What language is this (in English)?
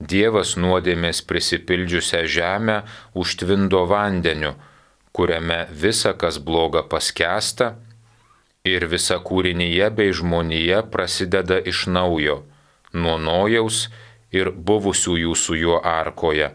Lithuanian